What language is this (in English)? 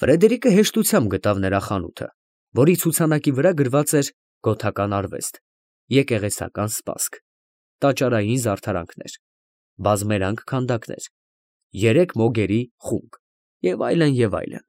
Armenian